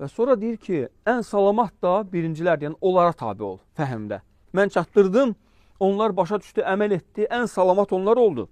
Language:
Azerbaijani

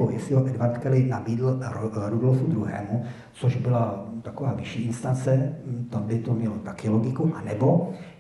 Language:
Czech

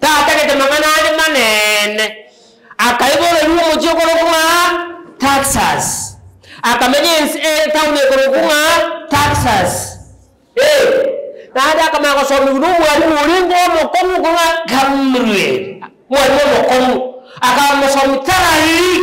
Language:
Gusii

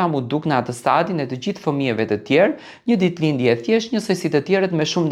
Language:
Albanian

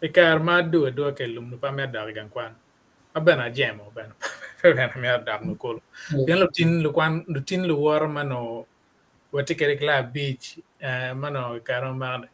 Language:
Acoli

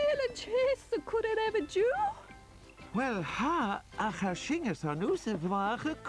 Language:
Scottish Gaelic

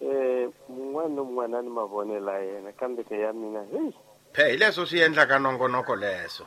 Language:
Tsonga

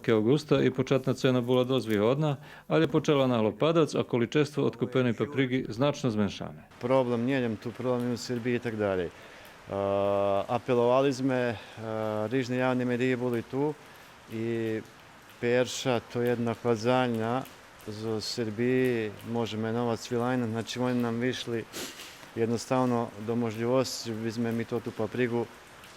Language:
Rusyn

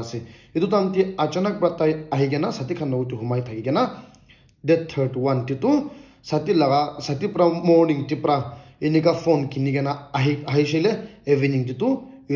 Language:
Naga Pidgin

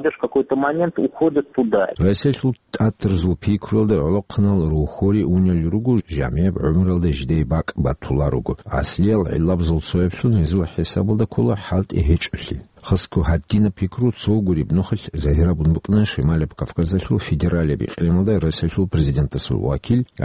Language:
Avaric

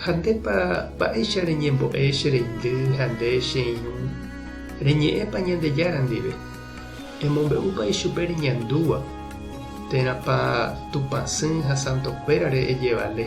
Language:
Guarani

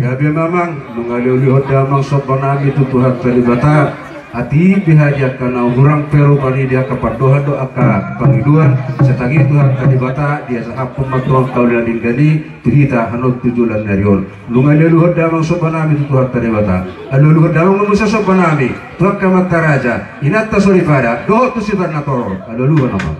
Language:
Batak Toba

